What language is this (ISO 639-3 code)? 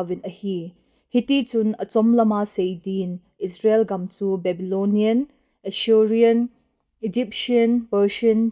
tcz